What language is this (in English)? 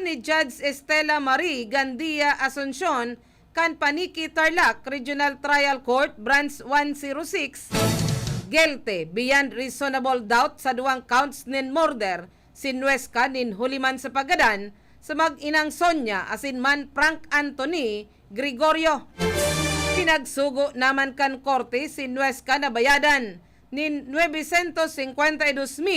Bikol